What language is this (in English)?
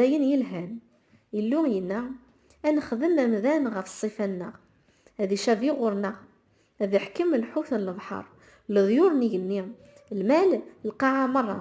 Kabyle